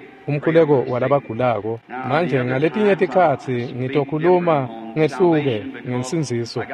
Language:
Swati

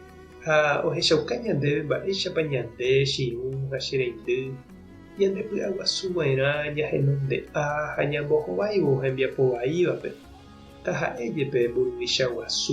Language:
Guarani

